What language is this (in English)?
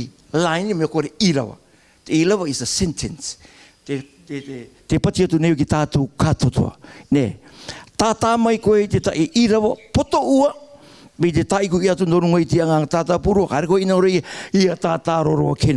Rarotongan